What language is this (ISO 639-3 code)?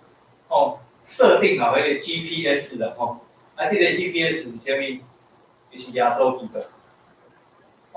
nan